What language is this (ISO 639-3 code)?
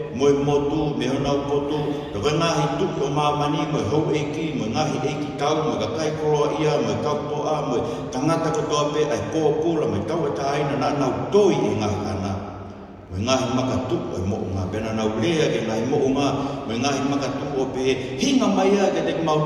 ton